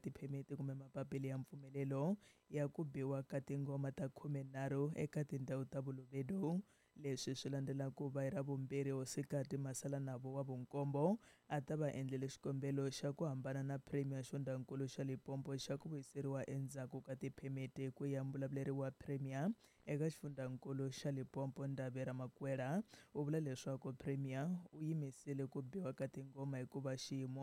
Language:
Tsonga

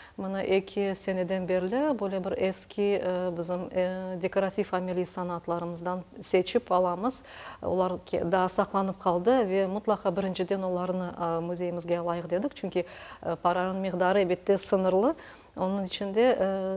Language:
Crimean Tatar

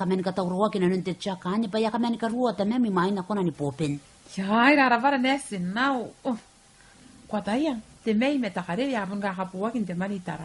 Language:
Gilbertese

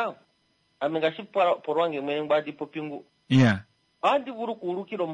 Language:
Kuanyama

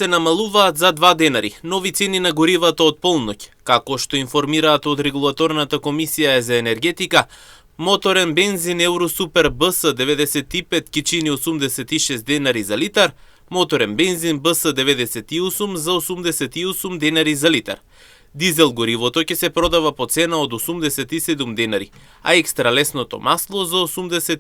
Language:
Macedonian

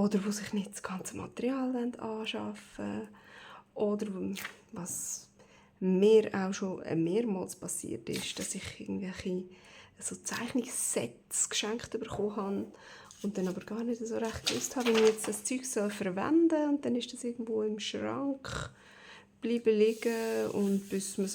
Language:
Swiss German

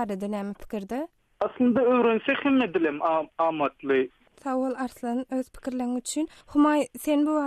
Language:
Turkmen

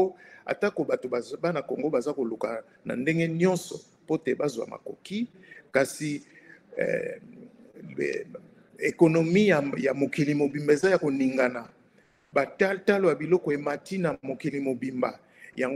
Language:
Lingala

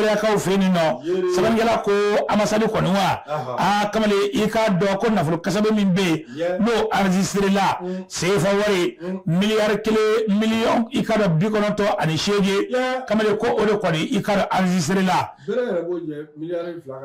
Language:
Bambara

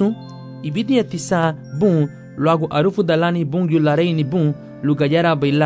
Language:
Garifuna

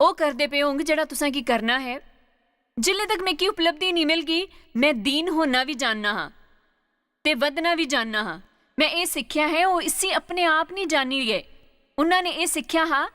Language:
Dogri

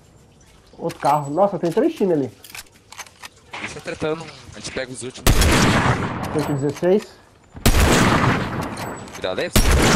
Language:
Portuguese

